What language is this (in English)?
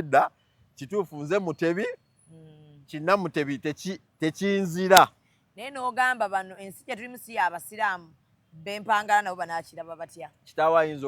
Ganda